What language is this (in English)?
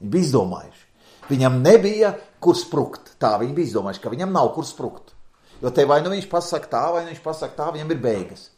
Latvian